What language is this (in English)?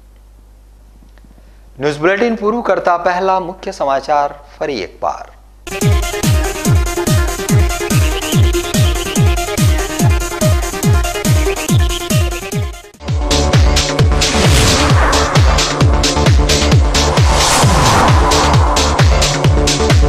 Gujarati